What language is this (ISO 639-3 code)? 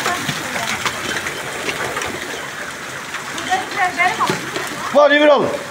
tur